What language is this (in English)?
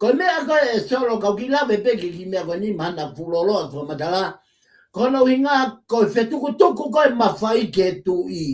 Tongan